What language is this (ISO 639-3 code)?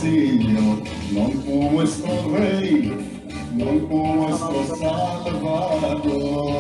lad